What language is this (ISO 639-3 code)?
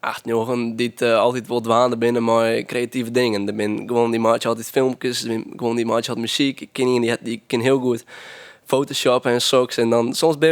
fry